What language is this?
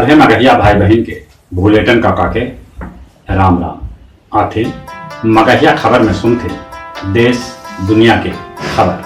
Magahi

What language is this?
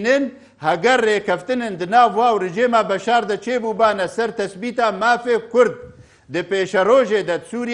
Kurdish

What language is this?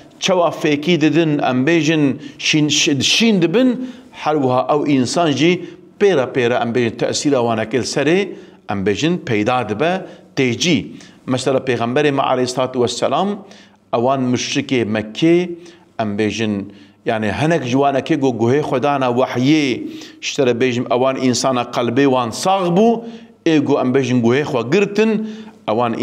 Kurdish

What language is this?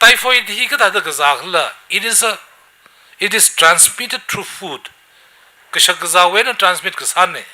Tangkhul Naga (India)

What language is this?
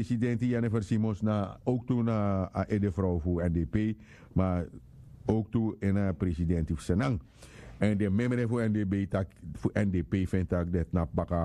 Sranan Tongo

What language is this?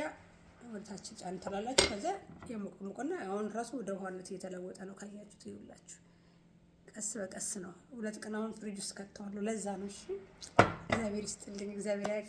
Amharic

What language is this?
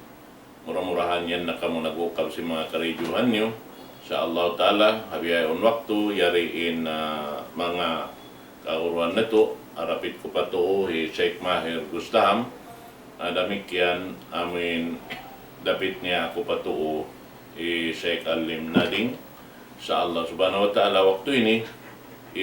Tausug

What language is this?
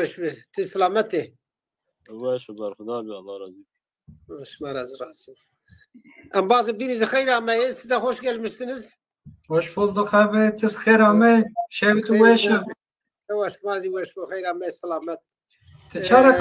Zaza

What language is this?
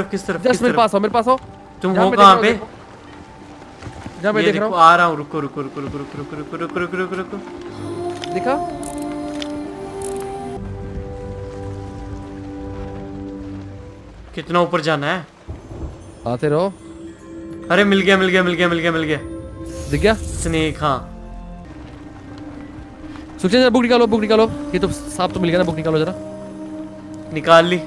Hindi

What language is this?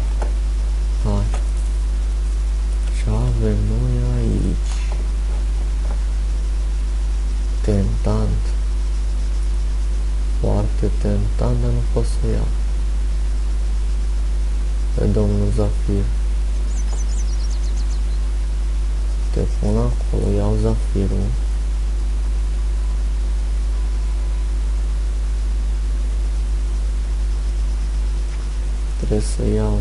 Romanian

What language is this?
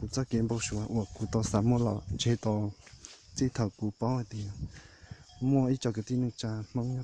Hmong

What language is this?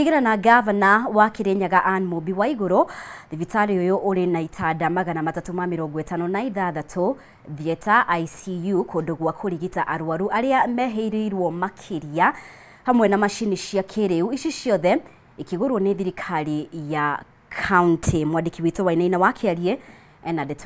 Kikuyu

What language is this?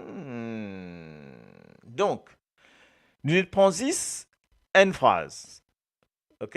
Morisyen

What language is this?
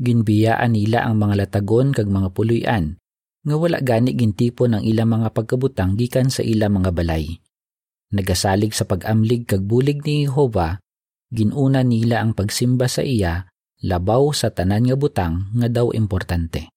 Hiligaynon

